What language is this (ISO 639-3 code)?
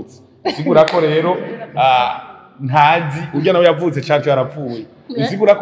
run